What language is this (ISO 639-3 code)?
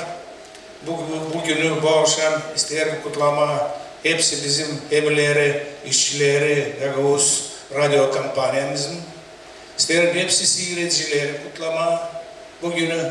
gag